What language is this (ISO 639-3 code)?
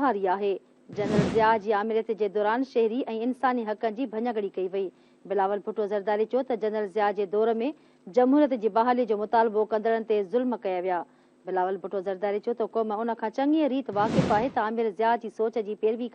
snd